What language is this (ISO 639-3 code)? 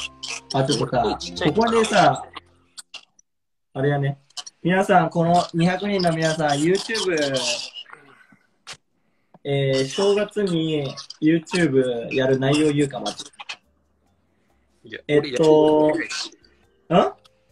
jpn